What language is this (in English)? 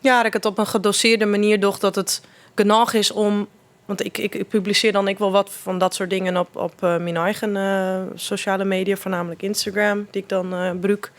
Western Frisian